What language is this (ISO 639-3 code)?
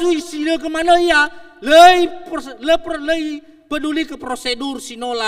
nia